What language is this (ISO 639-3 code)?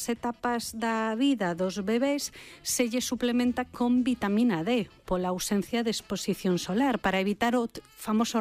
glg